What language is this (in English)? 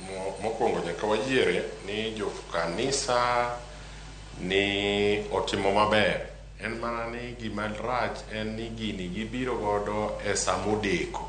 Luo (Kenya and Tanzania)